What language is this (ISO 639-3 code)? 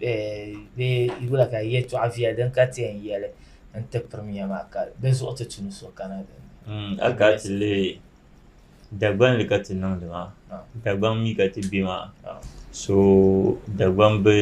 dag